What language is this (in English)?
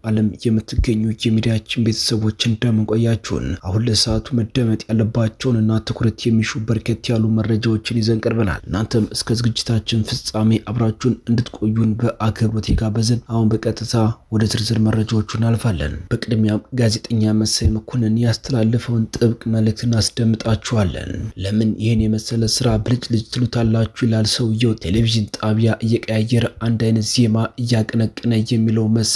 Amharic